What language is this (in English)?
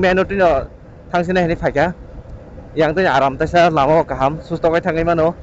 Kok Borok